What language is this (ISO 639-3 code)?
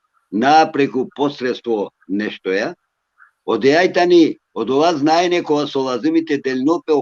rmn